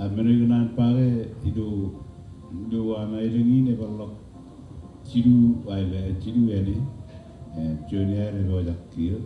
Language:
Marshallese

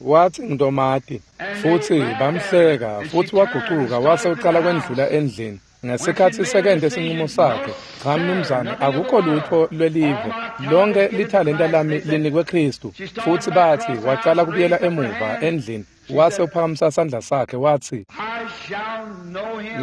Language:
Swati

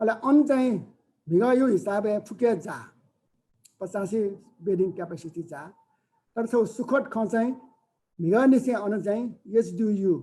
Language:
Newari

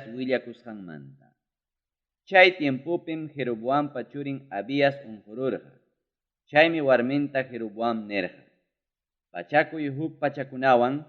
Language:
Ayacucho Quechua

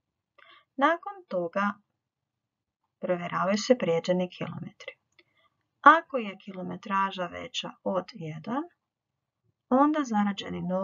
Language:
Croatian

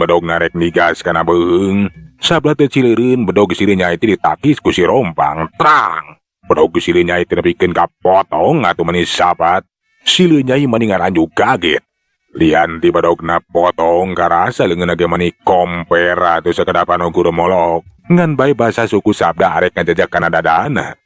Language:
Sundanese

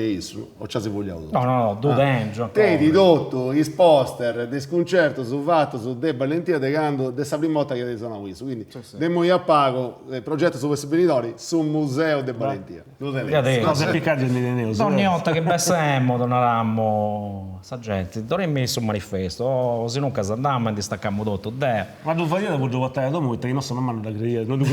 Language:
Sardinian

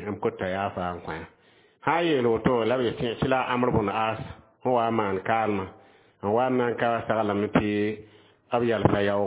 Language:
Mossi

